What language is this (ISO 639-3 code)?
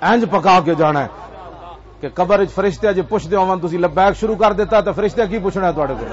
lah